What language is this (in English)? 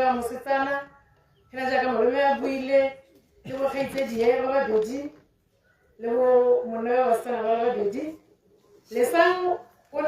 Tswana